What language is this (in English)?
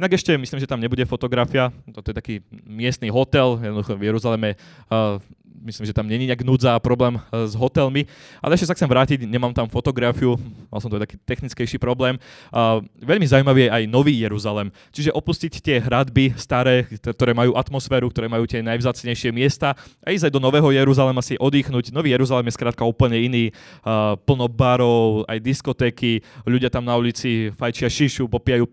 Slovak